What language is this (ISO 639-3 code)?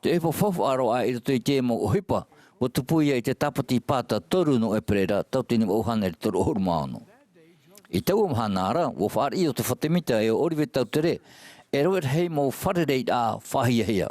tah